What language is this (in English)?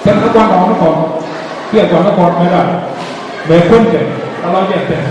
Nuer